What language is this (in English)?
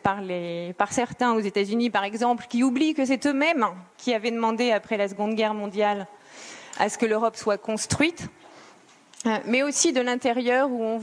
French